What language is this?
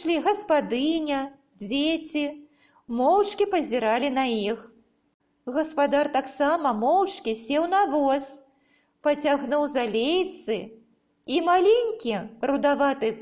Belarusian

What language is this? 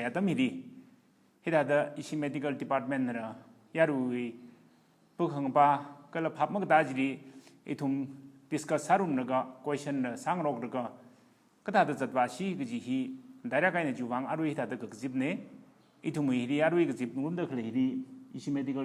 Tangkhul Naga (India)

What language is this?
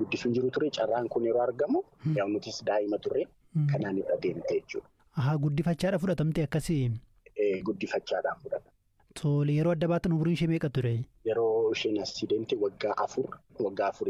Oromo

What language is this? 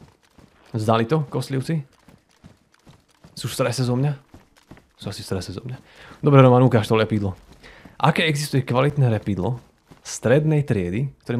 Slovak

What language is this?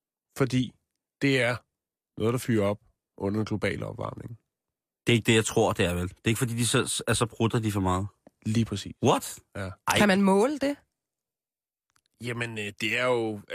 Danish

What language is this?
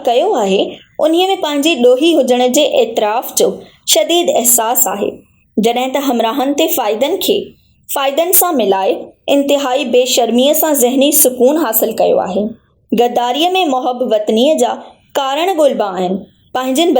Sindhi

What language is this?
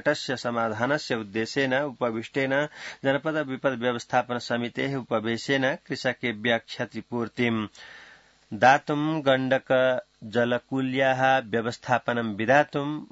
Sanskrit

